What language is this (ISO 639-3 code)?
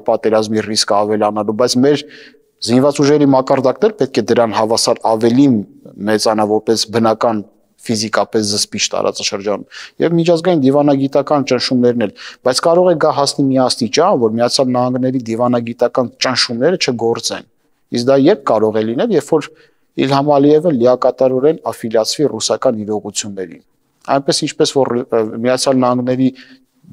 hye